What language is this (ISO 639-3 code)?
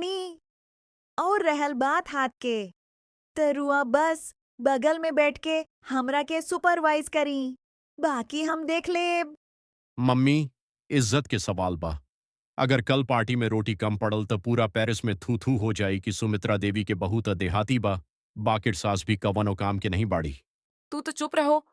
bho